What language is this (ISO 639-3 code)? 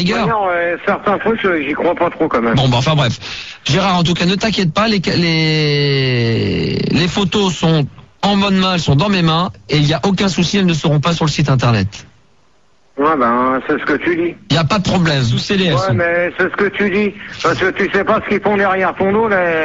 fra